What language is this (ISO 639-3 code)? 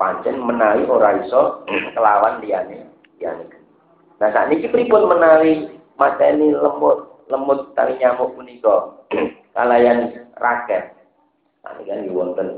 jav